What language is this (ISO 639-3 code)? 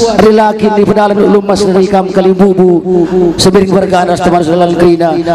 btx